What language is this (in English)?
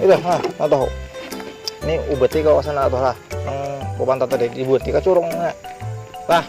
Banjar